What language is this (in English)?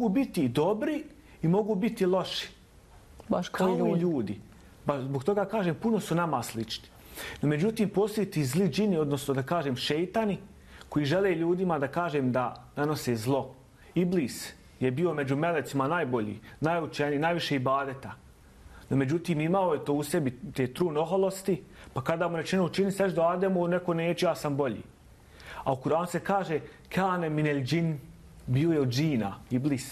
Bosnian